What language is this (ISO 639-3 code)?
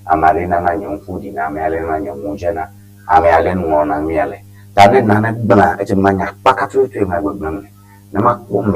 ewe